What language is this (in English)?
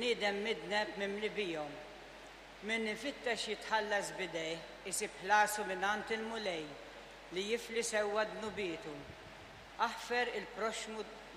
Maltese